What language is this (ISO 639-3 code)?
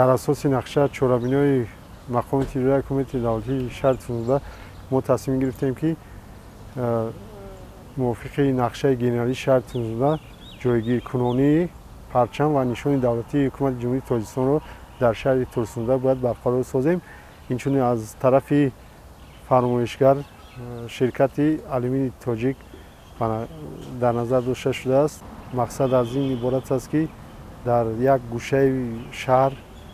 tgk